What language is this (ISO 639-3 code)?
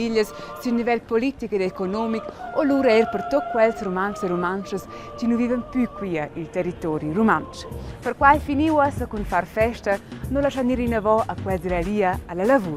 roh